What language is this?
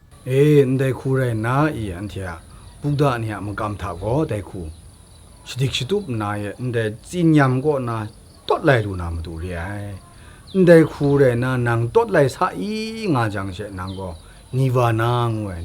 Kachin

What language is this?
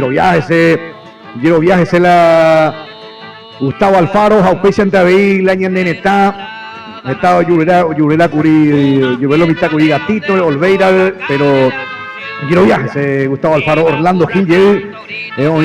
Guarani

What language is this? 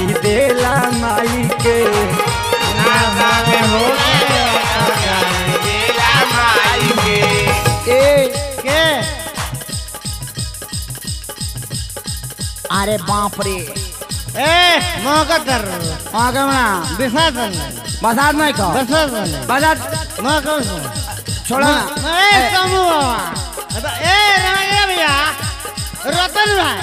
Bhojpuri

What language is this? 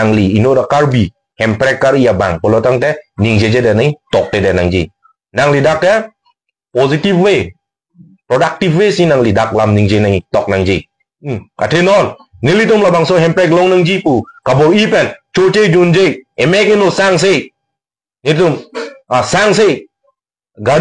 Karbi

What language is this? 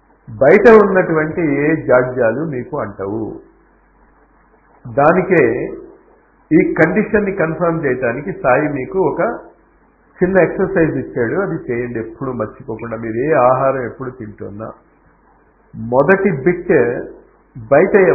Telugu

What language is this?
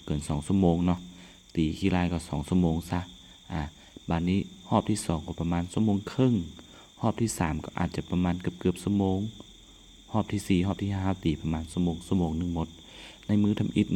Lao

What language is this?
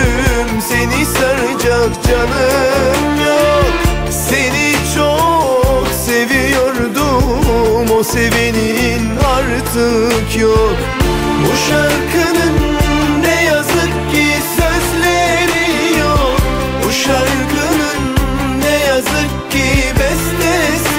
Turkish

